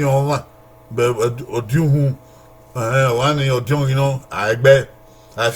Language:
Bini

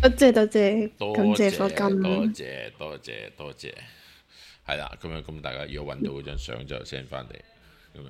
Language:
Cantonese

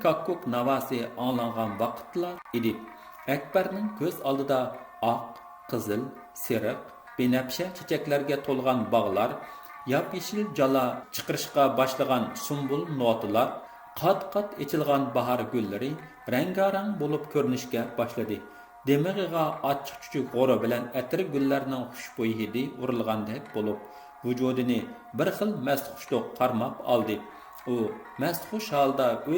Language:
Uyghur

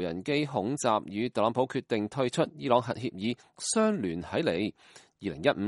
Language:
Cantonese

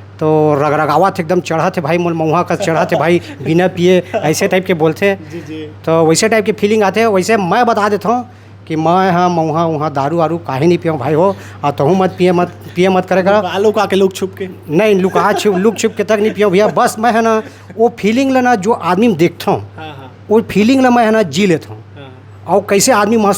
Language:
Chhattisgarhi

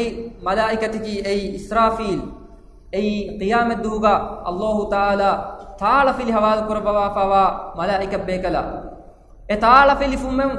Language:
Divehi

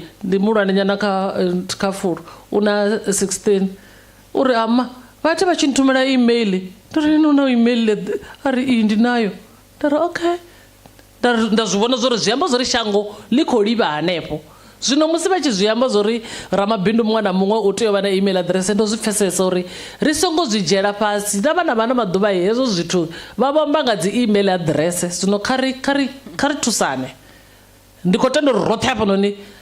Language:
Venda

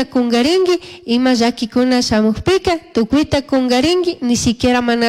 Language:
Chimborazo Highland Quichua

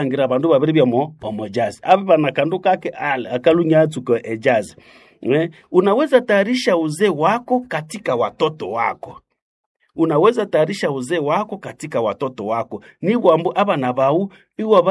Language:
Nande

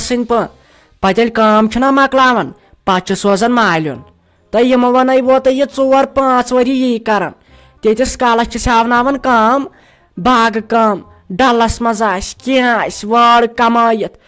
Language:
Kashmiri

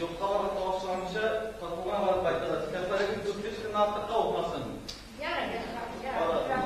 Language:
Tatar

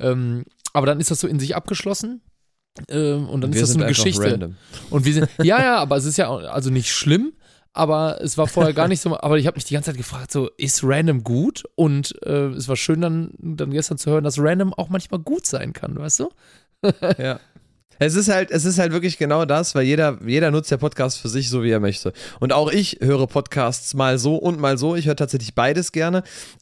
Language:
German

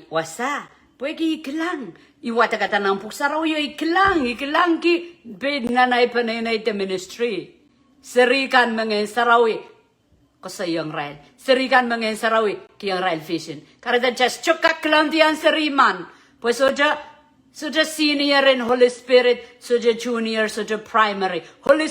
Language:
Pohnpeian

